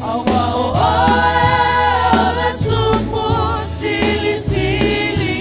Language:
Samoan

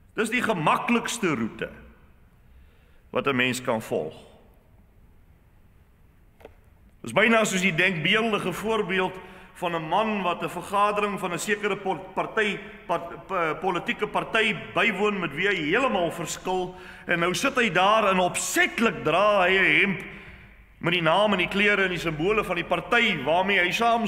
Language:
Afrikaans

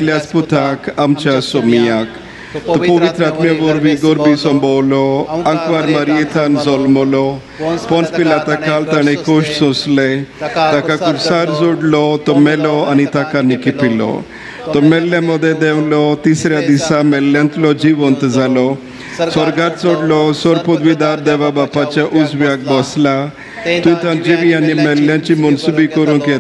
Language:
Konkani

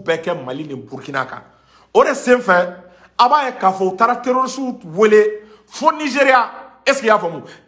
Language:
Bambara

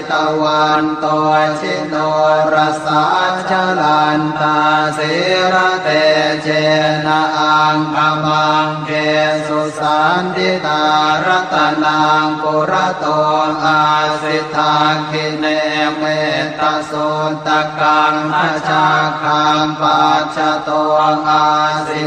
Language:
Pali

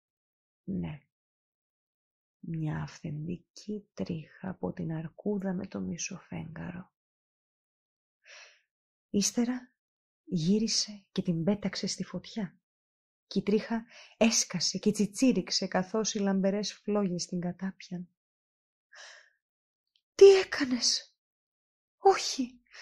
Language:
Greek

